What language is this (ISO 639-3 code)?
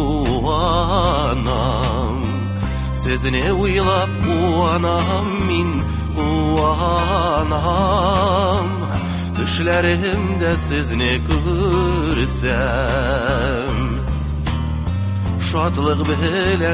tat